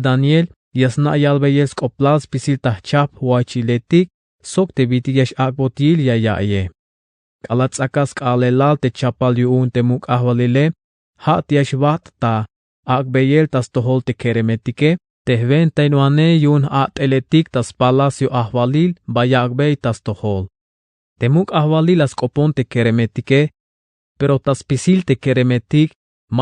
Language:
Tzeltal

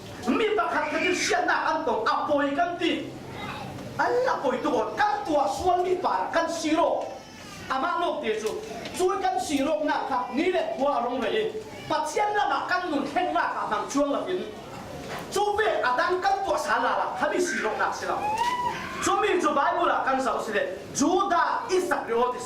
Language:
Falam Chin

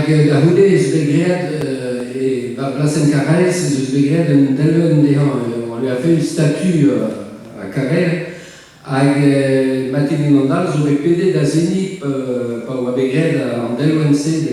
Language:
Breton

